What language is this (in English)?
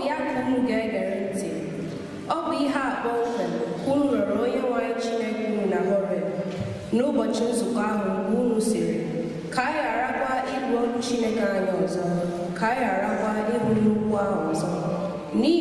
Igbo